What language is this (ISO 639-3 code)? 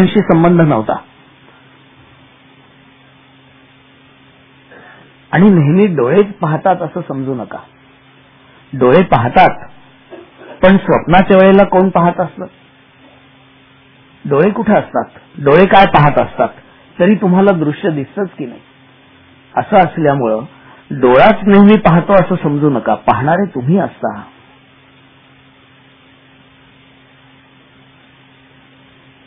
mar